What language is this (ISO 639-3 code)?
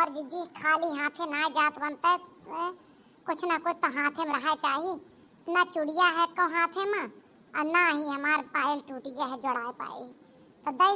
awa